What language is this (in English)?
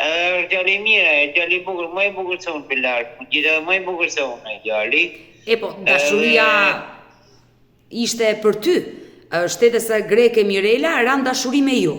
Albanian